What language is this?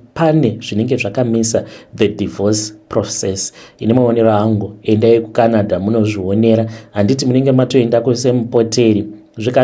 Shona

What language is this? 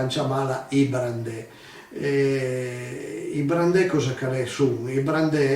Piedmontese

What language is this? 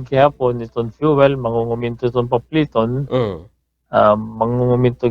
Waray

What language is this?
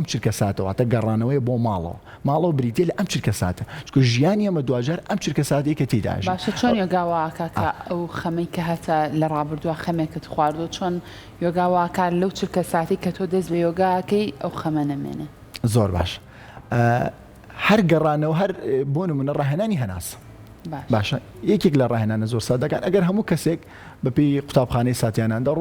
Central Kurdish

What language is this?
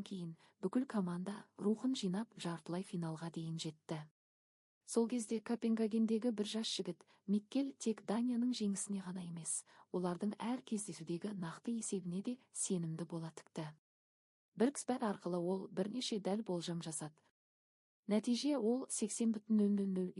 Kazakh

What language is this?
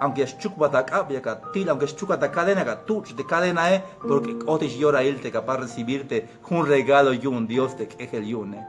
Tzeltal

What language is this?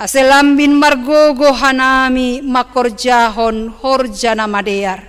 Batak Simalungun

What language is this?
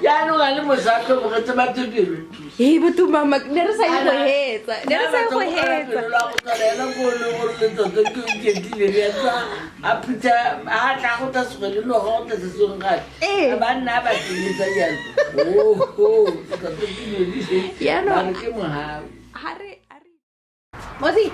Tswana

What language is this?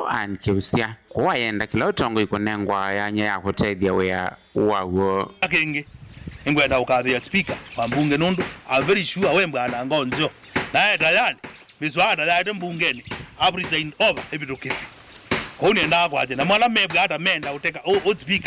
Kamba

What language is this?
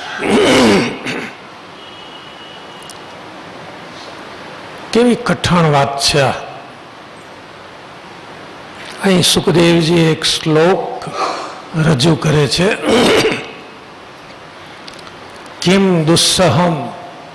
Gujarati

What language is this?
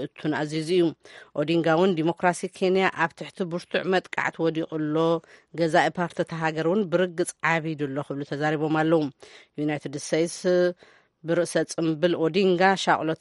Tigrinya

